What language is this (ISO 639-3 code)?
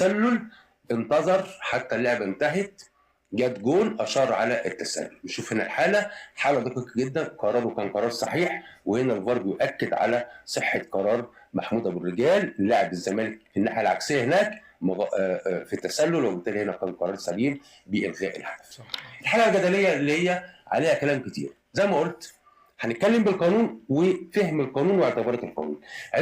arz